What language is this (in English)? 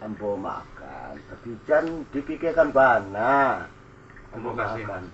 Minangkabau